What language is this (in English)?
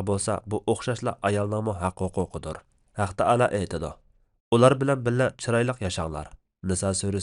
Uyghur